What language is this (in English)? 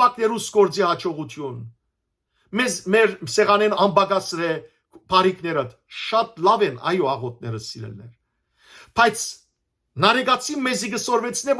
Western Armenian